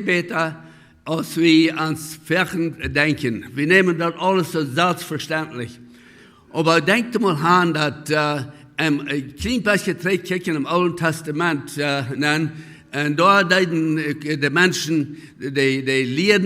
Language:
Plautdietsch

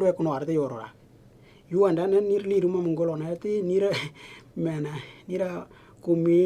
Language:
Western Dani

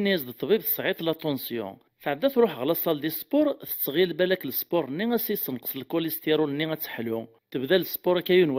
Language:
Kabyle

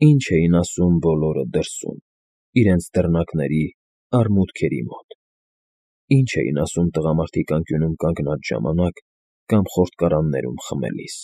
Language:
Armenian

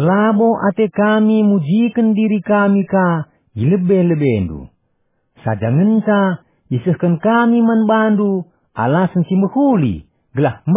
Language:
Batak Karo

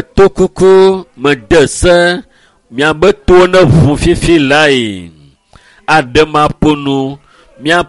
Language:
Ewe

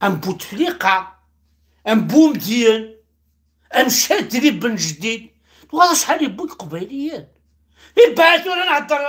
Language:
Kabyle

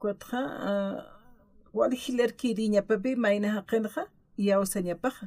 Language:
Aymara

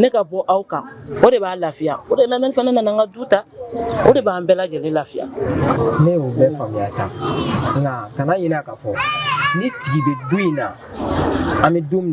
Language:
Bambara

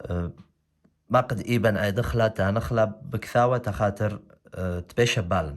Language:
Assyrian Neo-Aramaic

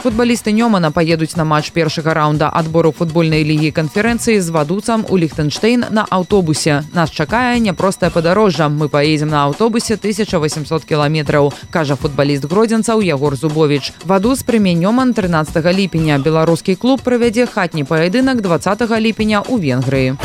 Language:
Belarusian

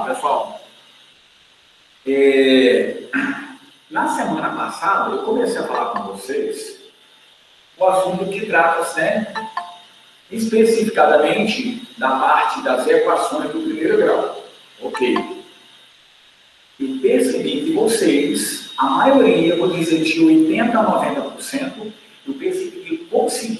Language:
Portuguese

